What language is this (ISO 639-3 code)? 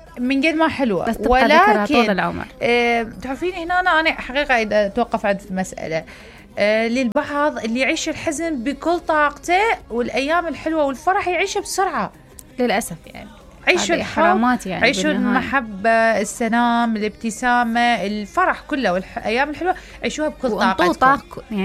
acm